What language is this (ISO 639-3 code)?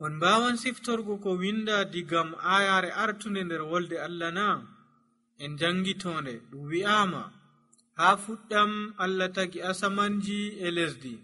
fuv